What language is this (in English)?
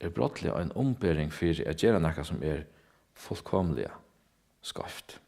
Faroese